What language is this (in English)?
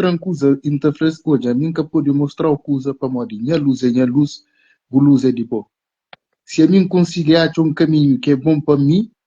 Kabuverdianu